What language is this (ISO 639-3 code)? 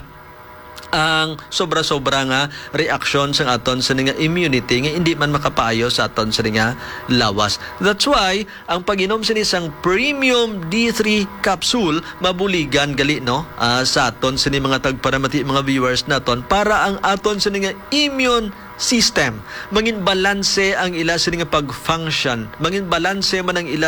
hil